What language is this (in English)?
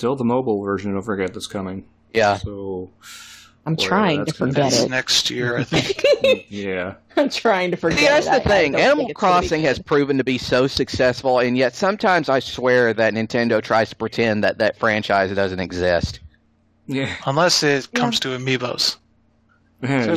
English